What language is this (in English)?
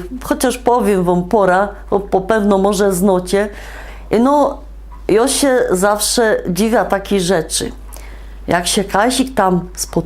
Silesian